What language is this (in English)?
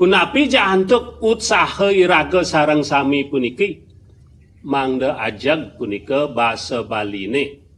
Balinese